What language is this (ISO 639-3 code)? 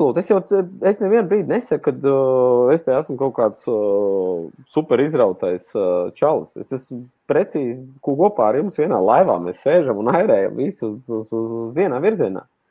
lav